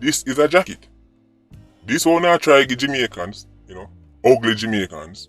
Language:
Jamaican Creole English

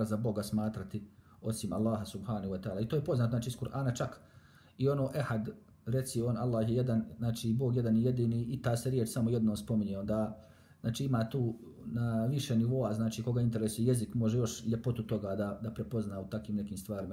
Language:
Bosnian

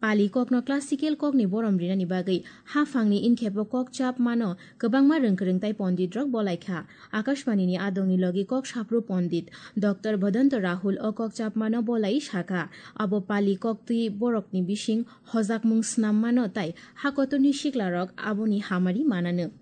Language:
Kok Borok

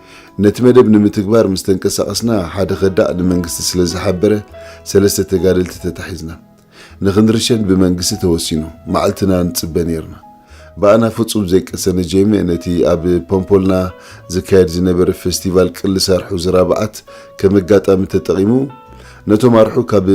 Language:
Tigrinya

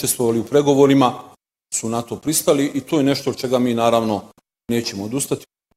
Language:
Bosnian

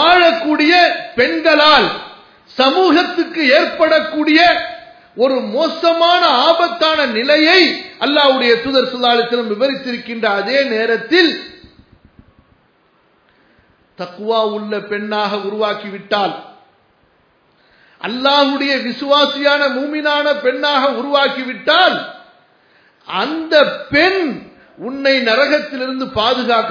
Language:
Tamil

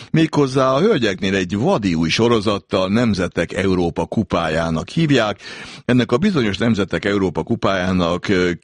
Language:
Hungarian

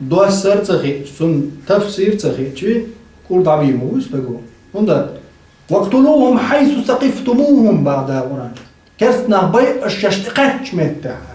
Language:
Chechen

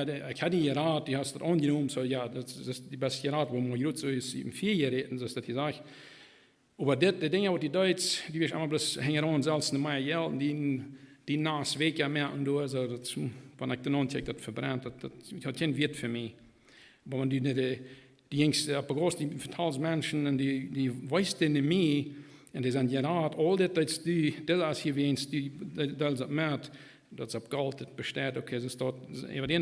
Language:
Plautdietsch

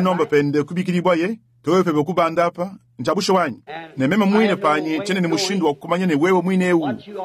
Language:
Luba-Lulua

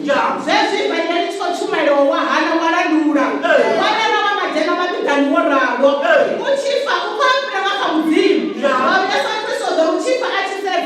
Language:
Venda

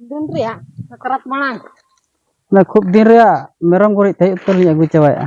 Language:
Santali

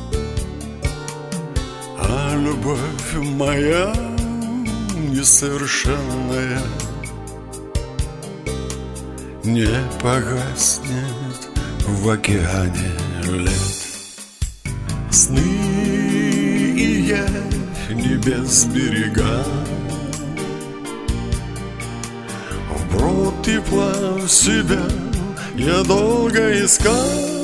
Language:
Russian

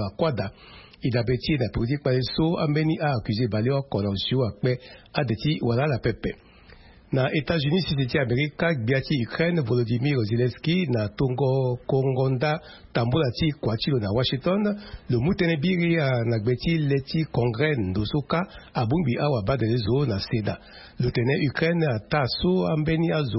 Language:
Sango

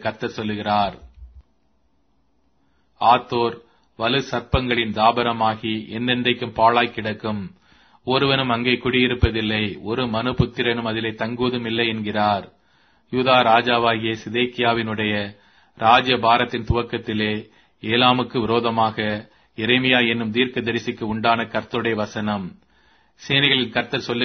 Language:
Tamil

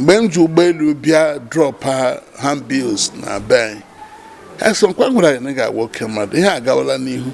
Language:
Igbo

